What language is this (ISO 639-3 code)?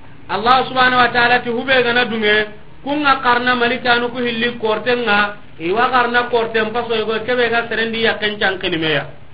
snk